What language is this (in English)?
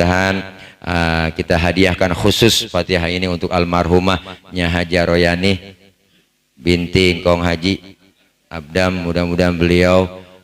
Betawi